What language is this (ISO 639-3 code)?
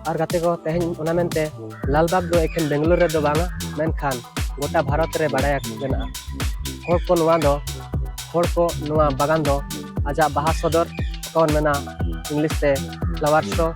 sat